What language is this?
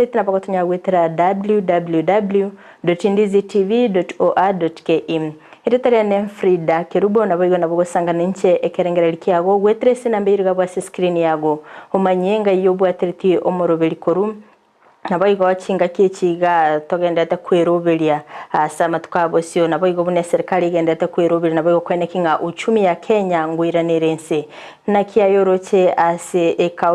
Gusii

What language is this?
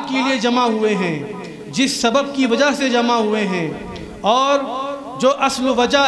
Urdu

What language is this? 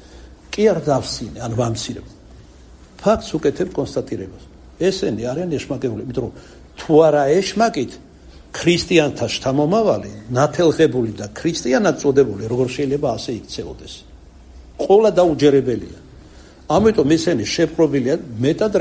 Georgian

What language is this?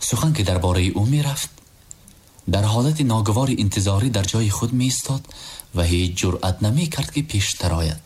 Tajik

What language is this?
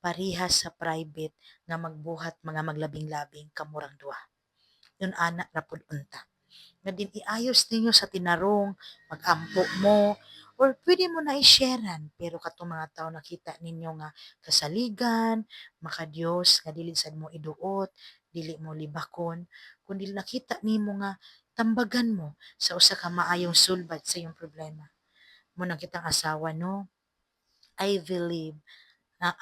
Cebuano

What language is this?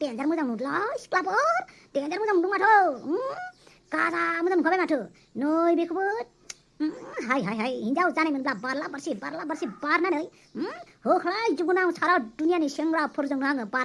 Bodo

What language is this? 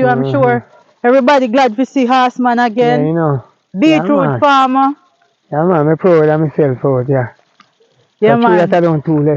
Jamaican Creole English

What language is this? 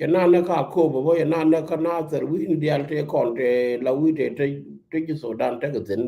Nuer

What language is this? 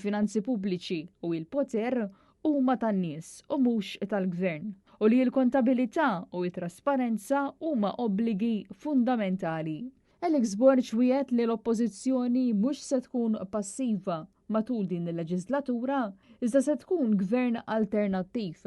Maltese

